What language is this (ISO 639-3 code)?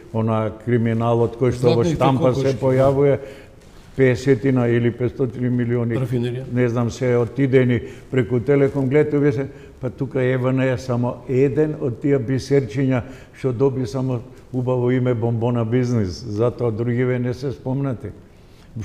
mkd